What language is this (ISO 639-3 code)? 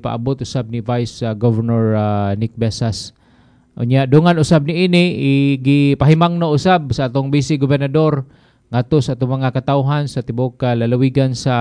ceb